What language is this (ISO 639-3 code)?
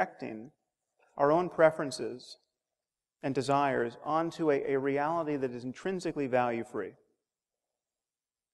eng